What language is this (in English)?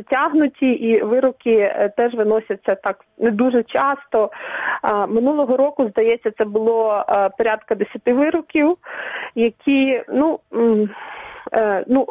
Ukrainian